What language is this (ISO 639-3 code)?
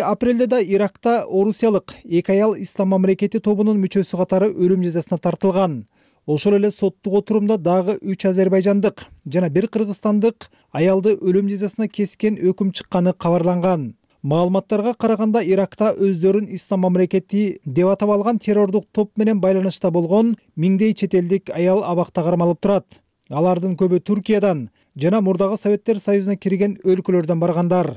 kir